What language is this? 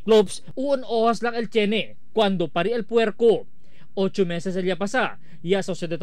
Chavacano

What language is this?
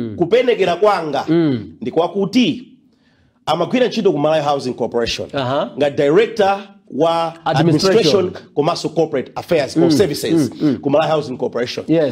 Nyanja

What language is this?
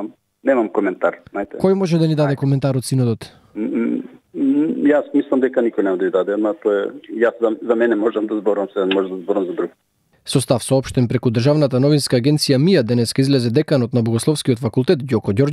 Macedonian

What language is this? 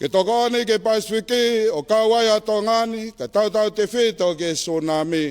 Tongan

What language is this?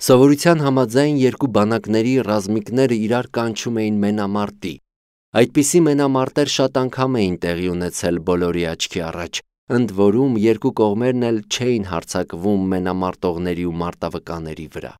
Armenian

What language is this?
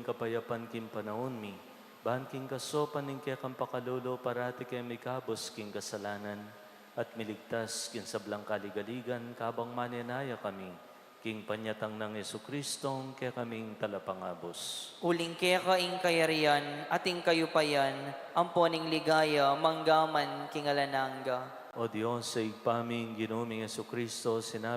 Pampanga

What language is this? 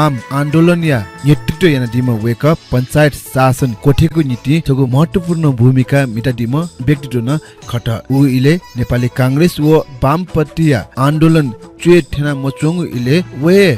Newari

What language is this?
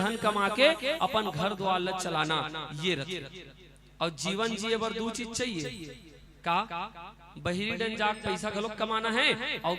Chhattisgarhi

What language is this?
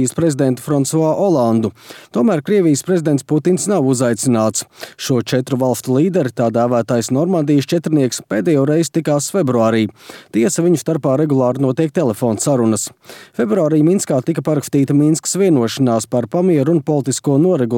Latvian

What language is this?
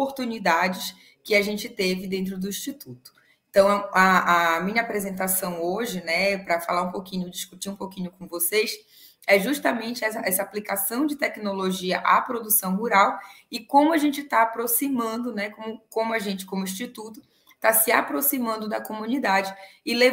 Portuguese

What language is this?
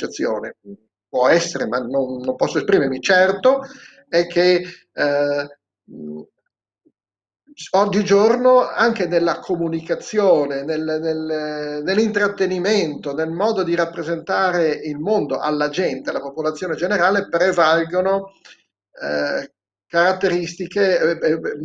Italian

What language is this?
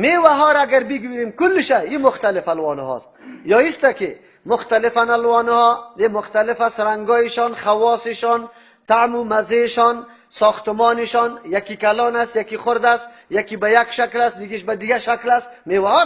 Tajik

